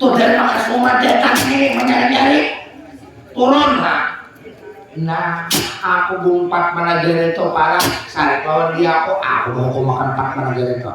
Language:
Banjar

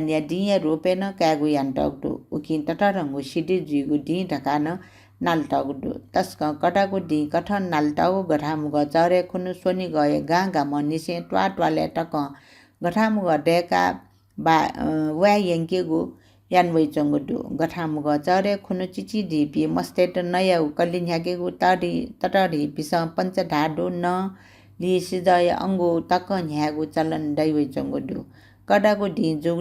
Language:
Newari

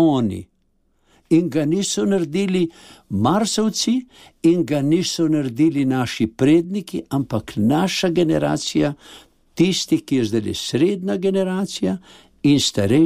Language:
Slovenian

